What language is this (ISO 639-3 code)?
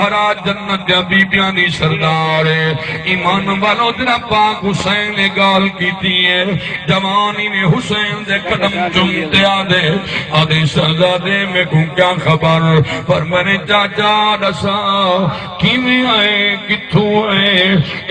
skr